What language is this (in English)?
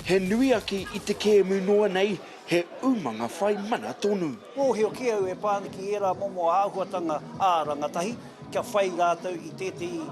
Māori